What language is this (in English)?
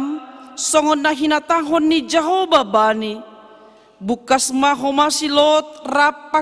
Batak Simalungun